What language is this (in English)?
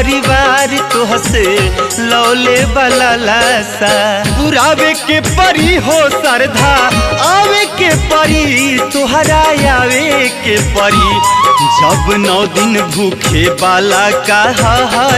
Bhojpuri